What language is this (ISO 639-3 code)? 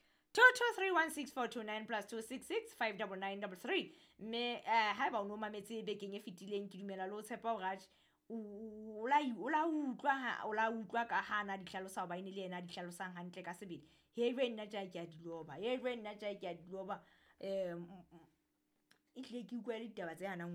sot